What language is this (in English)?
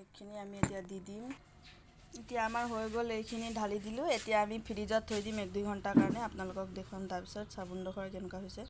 Assamese